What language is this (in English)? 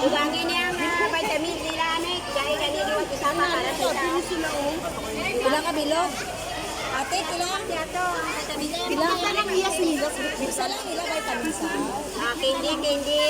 Hiligaynon